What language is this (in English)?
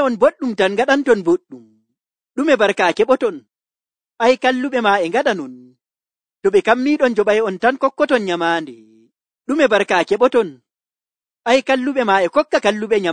Nigerian Fulfulde